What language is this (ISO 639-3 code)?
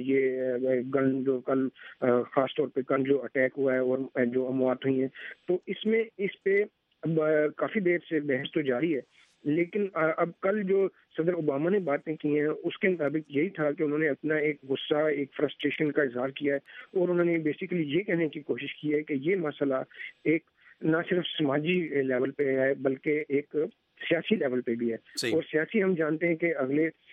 urd